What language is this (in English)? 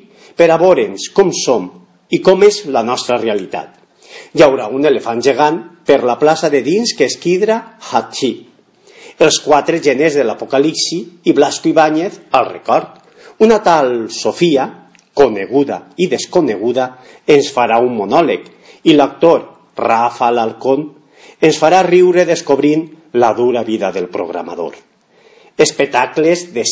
Catalan